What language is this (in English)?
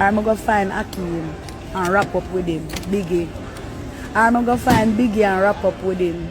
Jamaican Creole English